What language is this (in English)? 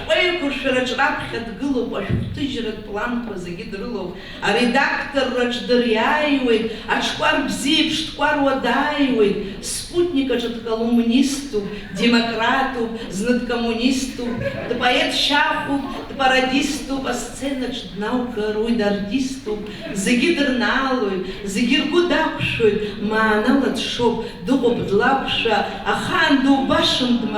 Abkhazian